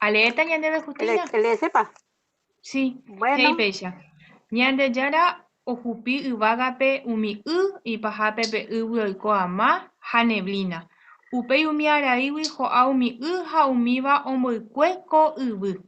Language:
Guarani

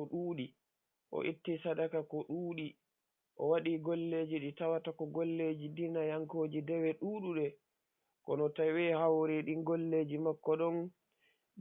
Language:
Fula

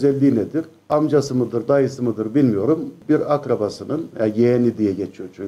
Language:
Turkish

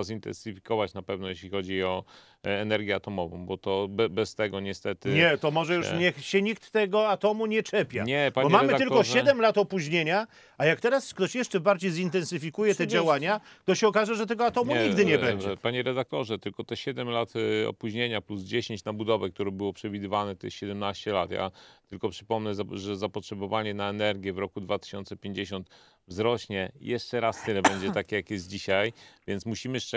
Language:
Polish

